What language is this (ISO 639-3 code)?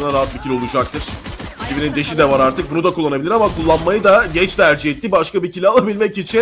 tur